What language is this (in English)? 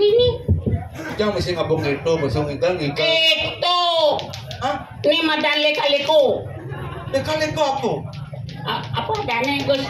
Balinese